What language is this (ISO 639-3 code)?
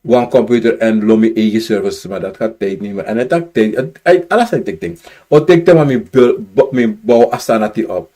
srn